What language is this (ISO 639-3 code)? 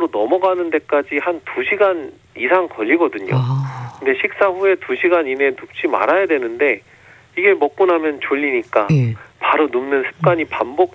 kor